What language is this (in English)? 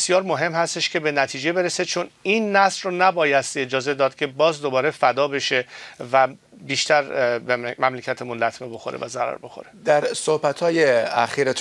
Persian